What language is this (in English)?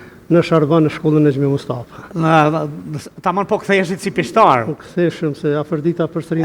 Albanian